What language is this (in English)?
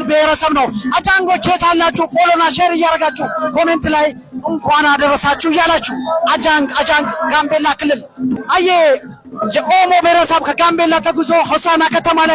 Amharic